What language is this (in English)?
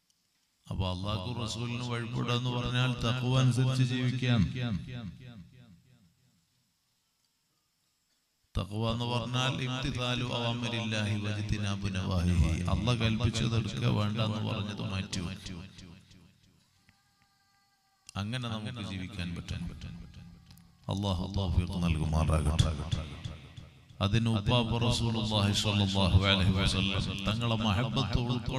Malayalam